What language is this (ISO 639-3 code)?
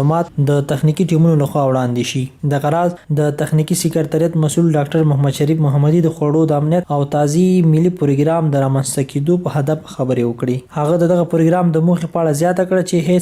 pus